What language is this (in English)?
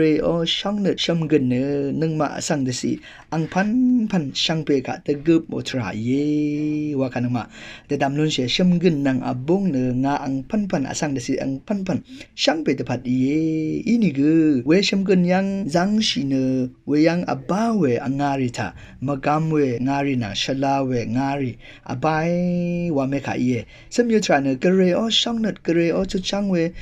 Rawang